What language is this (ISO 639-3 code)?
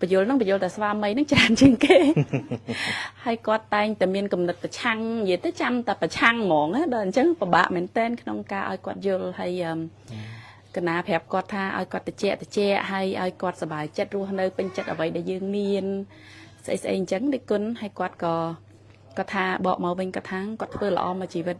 khm